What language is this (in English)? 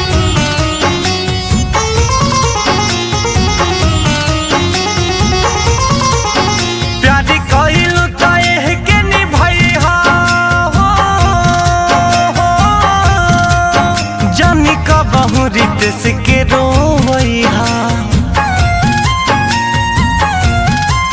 Bhojpuri